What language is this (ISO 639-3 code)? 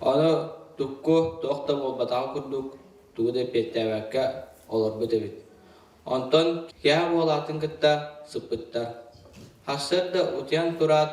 sah